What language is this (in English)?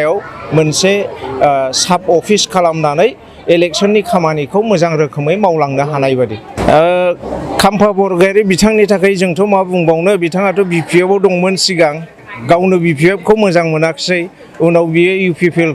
Bodo